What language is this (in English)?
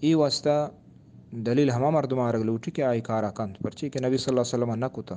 Eastern Balochi